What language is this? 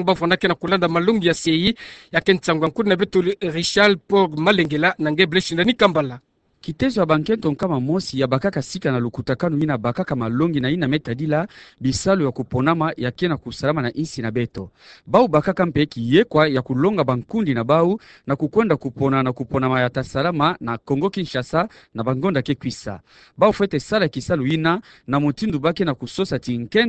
Kituba (Democratic Republic of Congo)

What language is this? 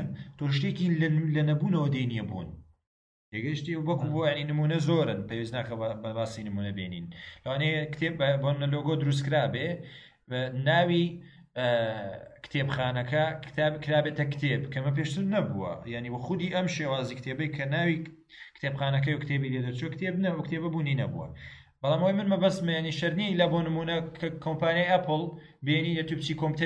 Central Kurdish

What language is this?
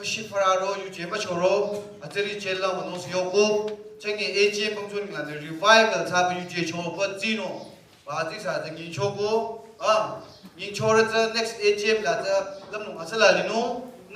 Naga Pidgin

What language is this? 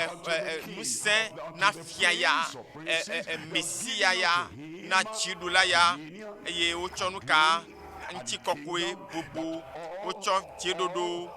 Ewe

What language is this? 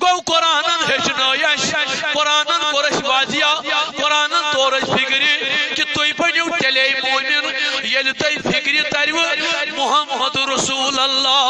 Kashmiri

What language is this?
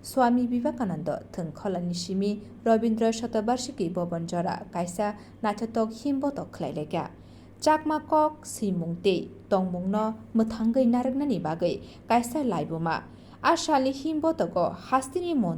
Kok Borok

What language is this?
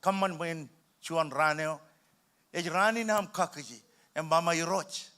Marshallese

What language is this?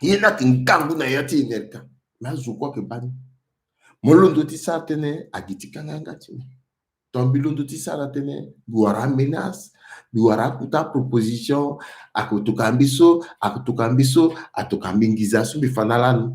Sango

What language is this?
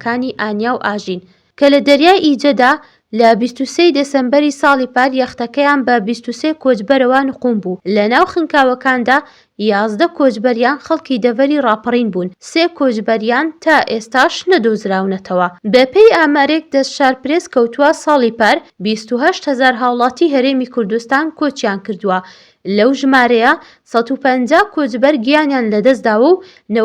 Central Kurdish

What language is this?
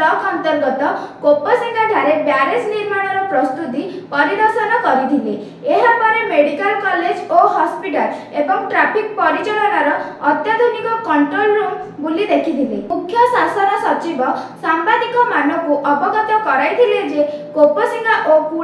Odia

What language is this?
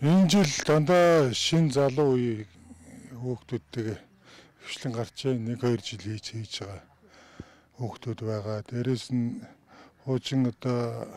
Mongolian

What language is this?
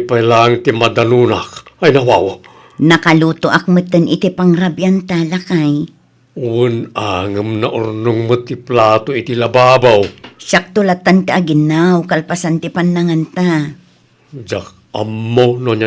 Iloko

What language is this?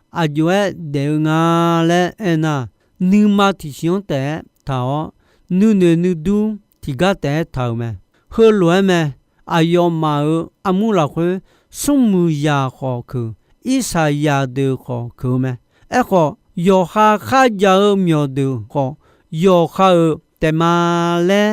Akha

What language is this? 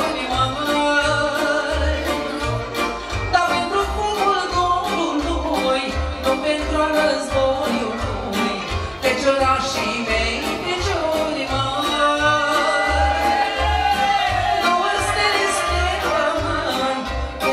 Romanian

